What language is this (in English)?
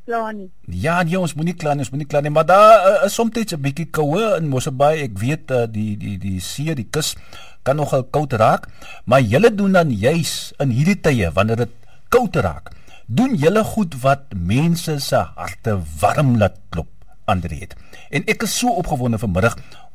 Afrikaans